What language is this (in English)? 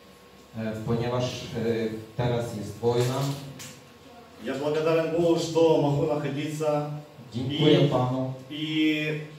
Polish